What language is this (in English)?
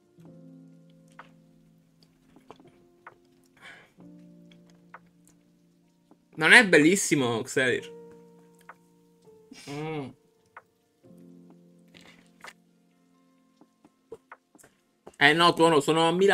Italian